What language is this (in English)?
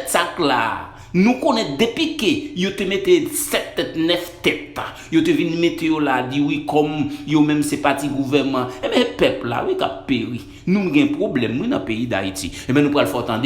Haitian Creole